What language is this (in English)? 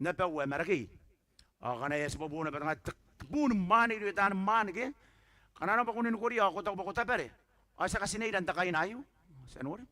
Gilbertese